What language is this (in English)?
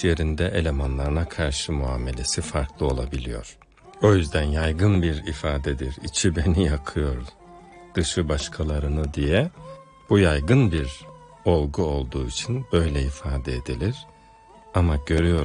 Turkish